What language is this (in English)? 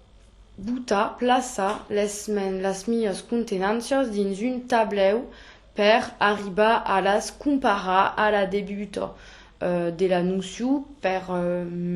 Occitan